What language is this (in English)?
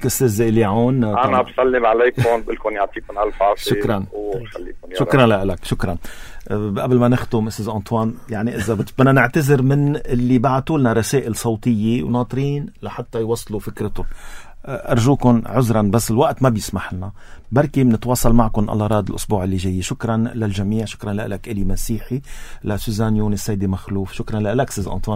North Levantine Arabic